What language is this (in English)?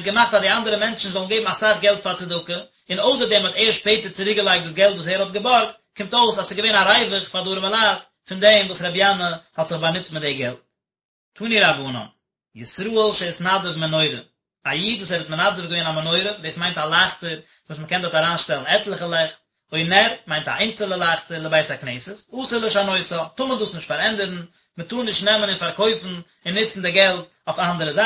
Yiddish